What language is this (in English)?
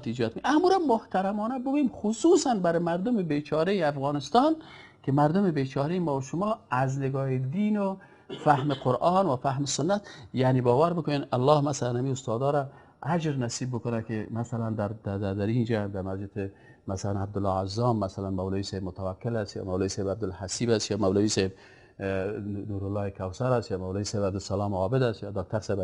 Persian